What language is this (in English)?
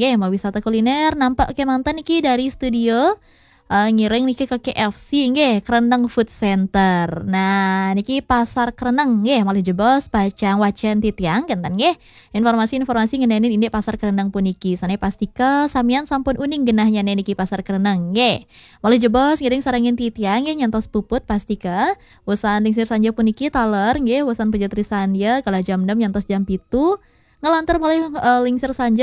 Balinese